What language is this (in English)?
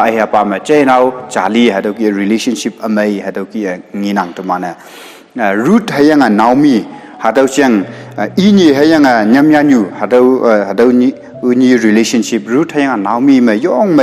Konyak Naga